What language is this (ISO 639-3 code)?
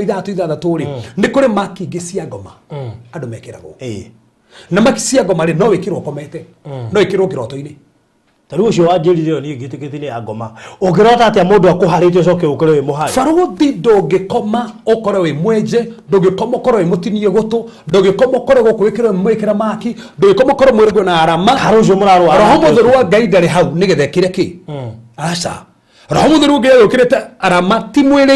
kik